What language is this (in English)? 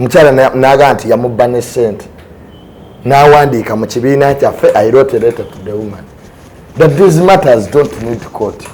Ganda